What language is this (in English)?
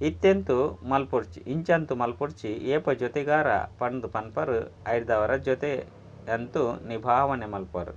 Tulu